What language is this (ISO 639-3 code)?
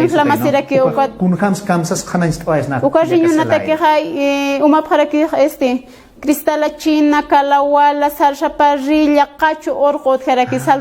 aym